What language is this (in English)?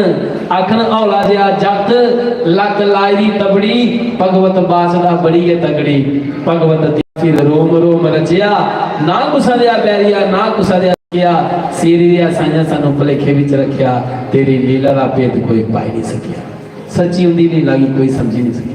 Dogri